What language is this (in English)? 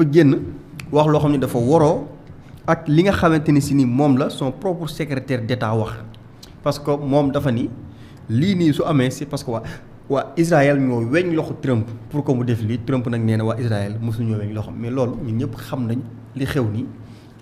Wolof